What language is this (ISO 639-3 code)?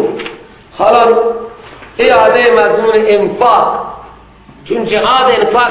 fas